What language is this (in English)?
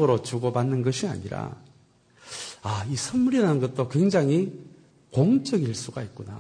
Korean